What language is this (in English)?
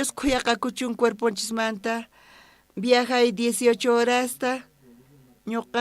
South Bolivian Quechua